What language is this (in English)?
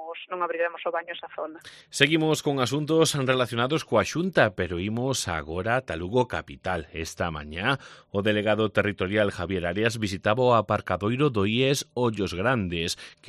Galician